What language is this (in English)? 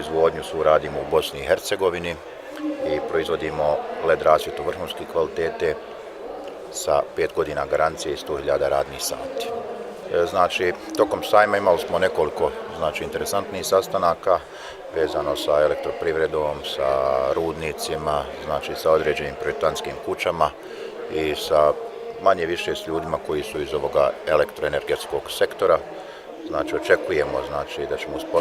Bosnian